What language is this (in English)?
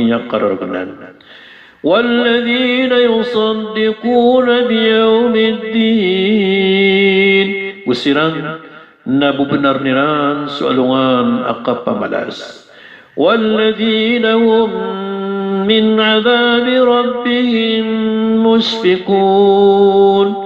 Maranao